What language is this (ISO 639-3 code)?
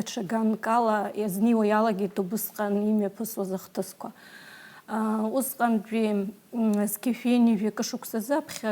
abk